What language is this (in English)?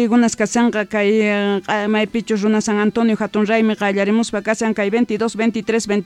Quechua